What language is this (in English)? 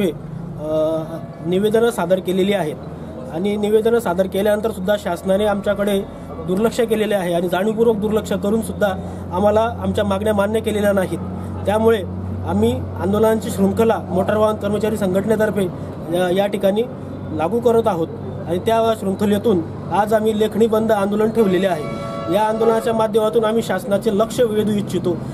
Marathi